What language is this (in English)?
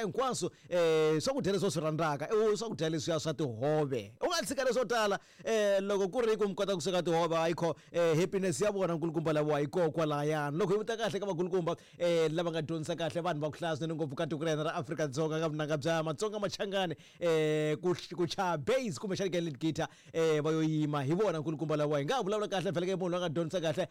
Tsonga